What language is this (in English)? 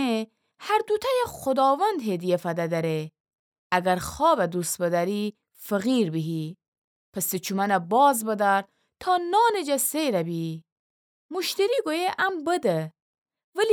Gilaki